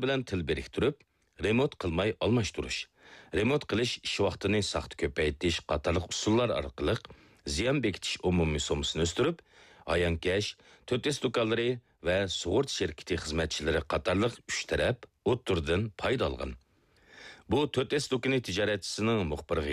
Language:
Uyghur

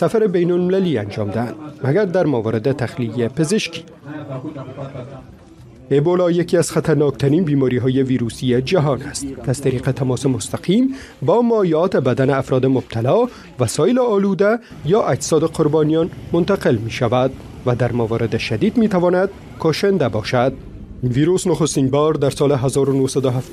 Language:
Persian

